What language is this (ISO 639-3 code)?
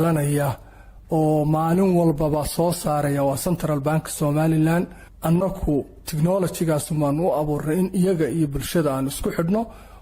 som